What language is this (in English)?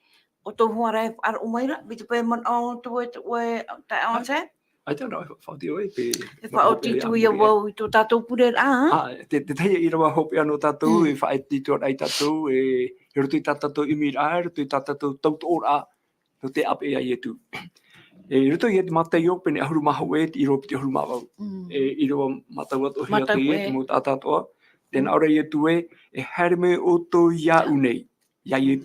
Tahitian